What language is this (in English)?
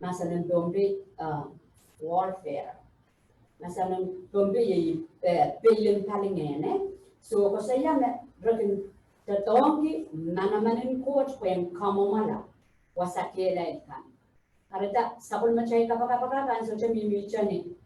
Pohnpeian